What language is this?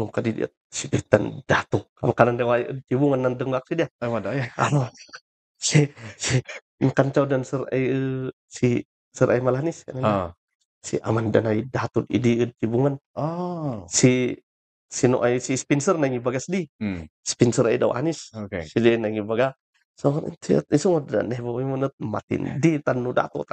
Kankanaey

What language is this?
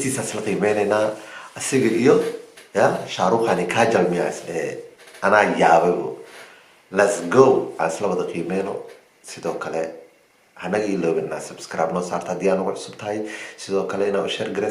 Somali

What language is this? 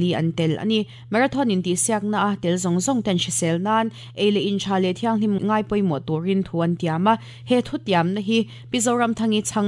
Mizo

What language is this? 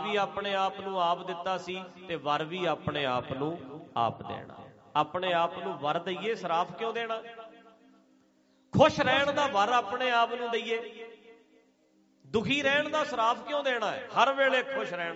Punjabi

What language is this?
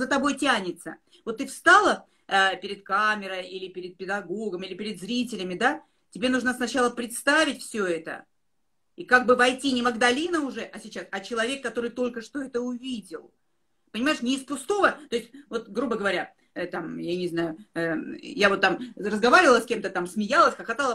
Russian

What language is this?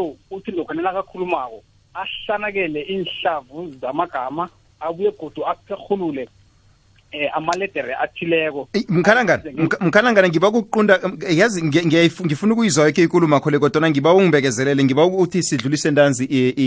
South Ndebele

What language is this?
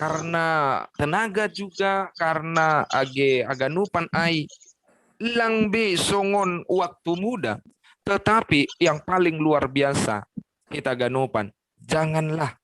Batak Simalungun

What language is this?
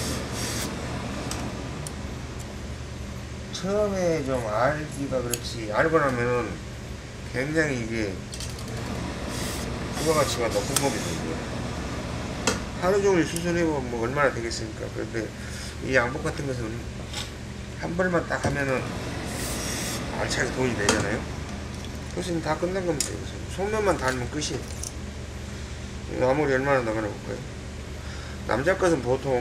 Korean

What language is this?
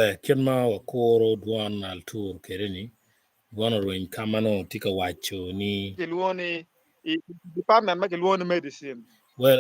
Acoli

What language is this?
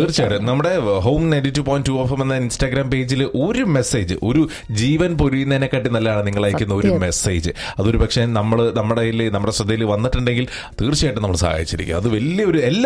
Malayalam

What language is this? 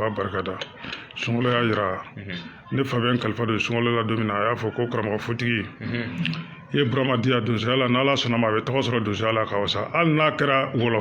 Bambara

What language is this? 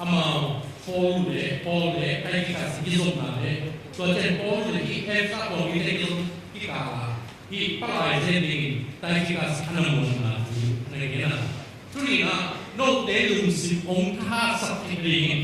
Tedim Chin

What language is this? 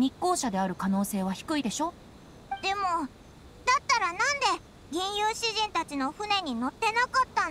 Japanese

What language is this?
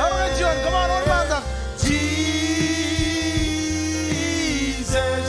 Marshallese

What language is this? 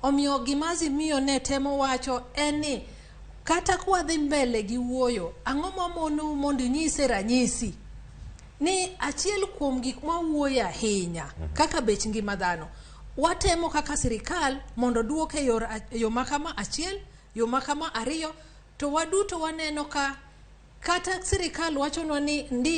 Luo (Kenya and Tanzania)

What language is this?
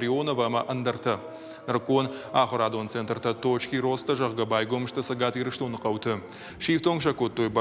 Ossetic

